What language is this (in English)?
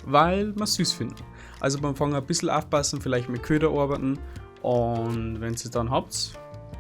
Bavarian